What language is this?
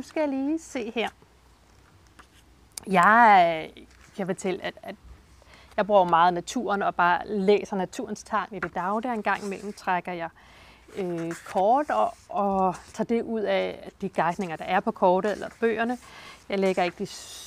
Danish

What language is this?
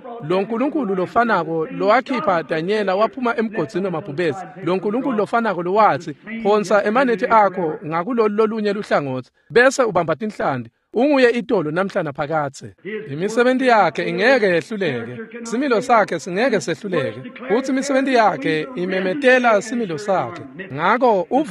Swati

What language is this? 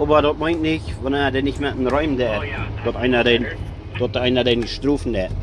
Plautdietsch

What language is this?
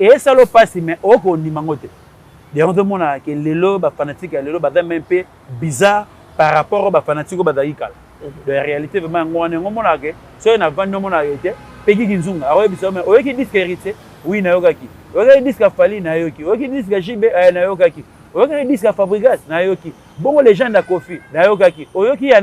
Lingala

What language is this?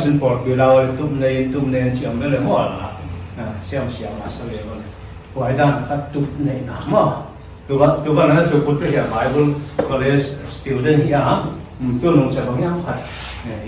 Paite Chin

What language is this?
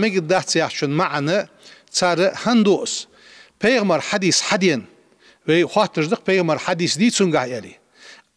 Ingush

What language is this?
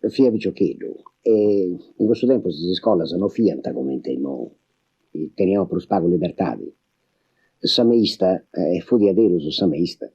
Sardinian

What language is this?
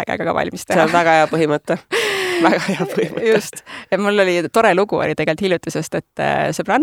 Estonian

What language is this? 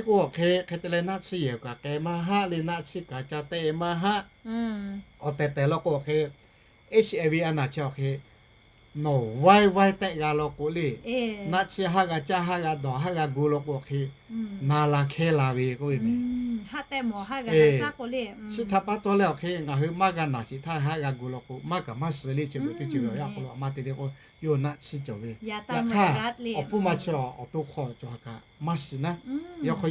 Lahu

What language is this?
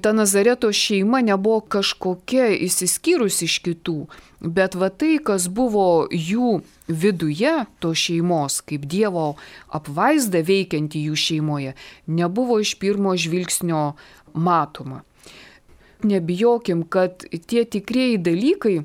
Lithuanian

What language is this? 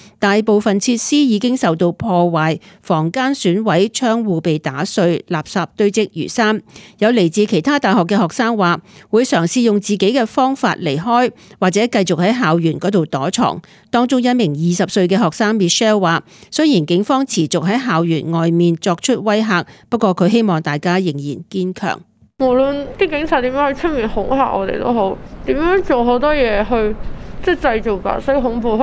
Cantonese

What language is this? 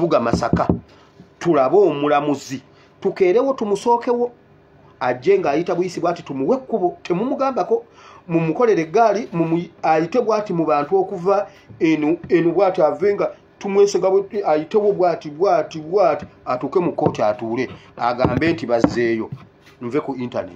Ganda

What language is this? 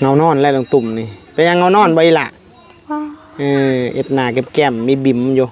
Northeastern Thai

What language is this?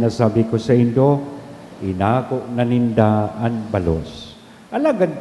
Bikol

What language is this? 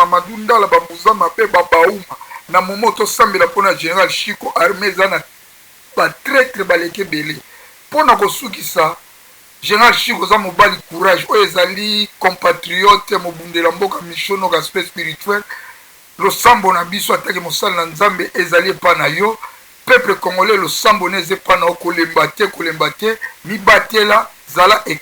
Lingala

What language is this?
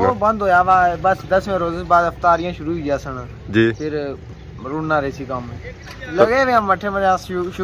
Pahari-Potwari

